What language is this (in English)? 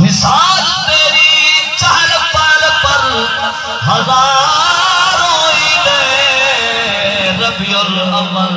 Saraiki